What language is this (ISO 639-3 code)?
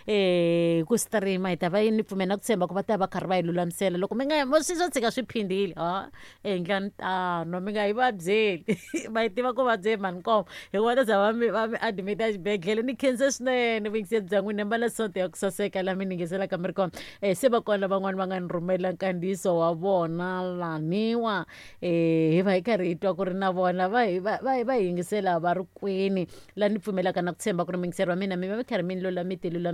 tso